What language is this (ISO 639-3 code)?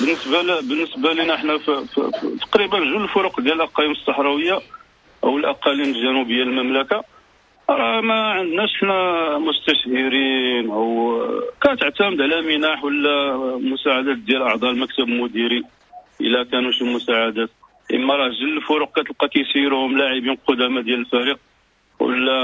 ary